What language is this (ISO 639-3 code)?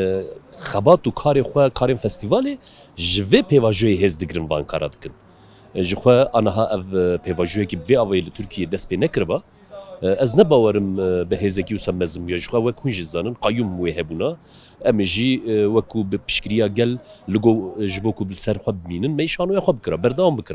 kur